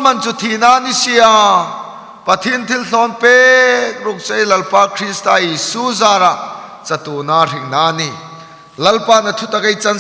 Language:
Hmar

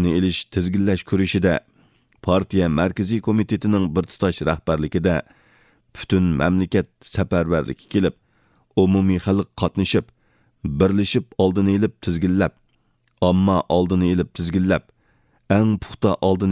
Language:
Uyghur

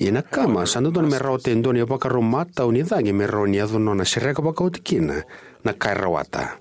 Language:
Fijian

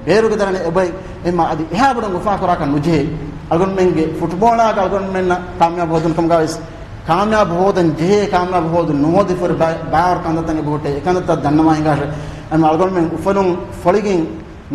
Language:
Divehi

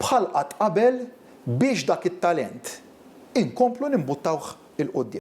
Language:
Maltese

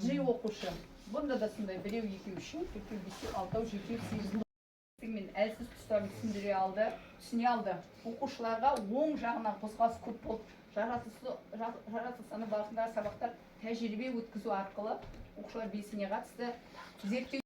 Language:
Kazakh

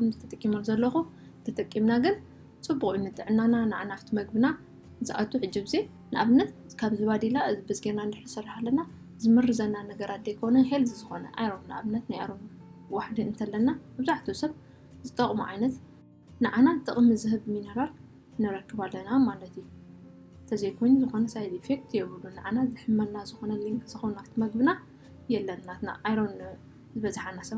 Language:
Tigrinya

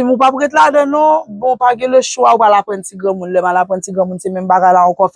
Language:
Haitian Creole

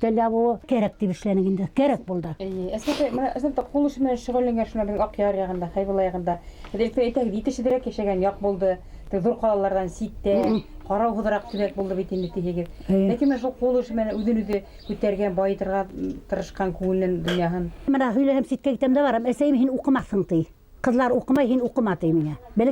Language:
Bashkir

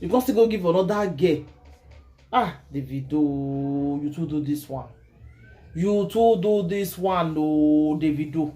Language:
Nigerian Pidgin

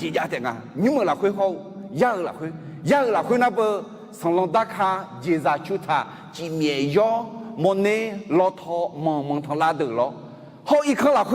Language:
Akha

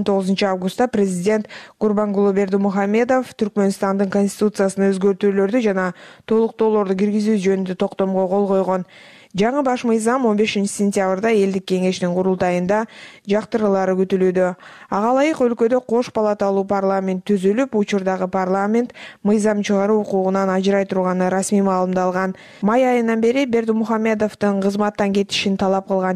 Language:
Kyrgyz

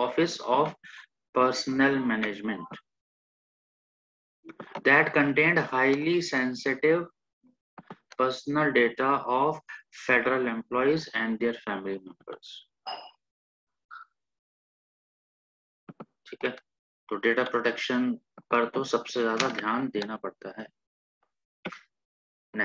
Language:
Hindi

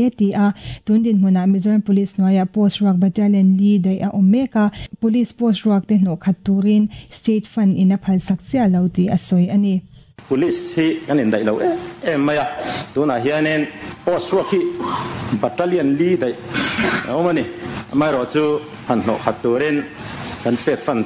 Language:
Mizo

